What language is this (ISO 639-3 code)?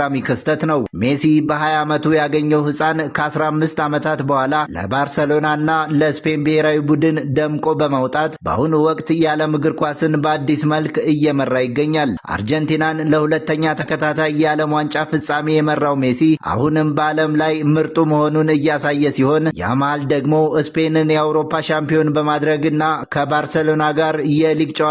amh